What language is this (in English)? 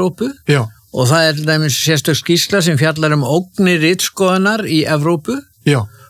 Icelandic